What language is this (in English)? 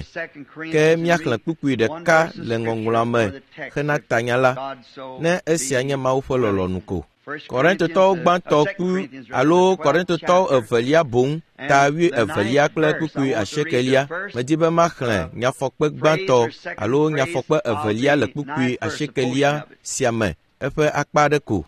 Ewe